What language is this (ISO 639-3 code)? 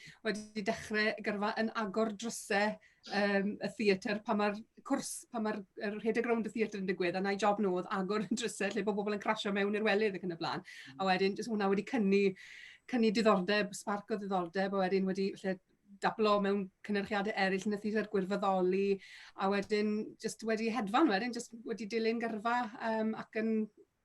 cym